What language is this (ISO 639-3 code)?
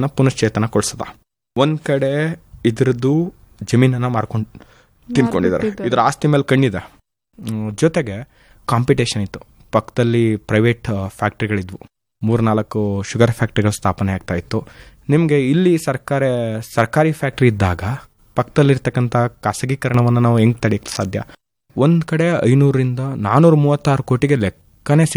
kan